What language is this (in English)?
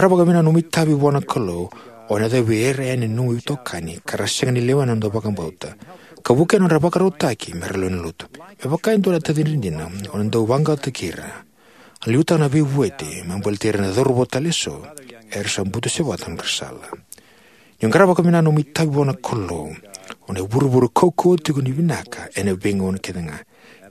Fijian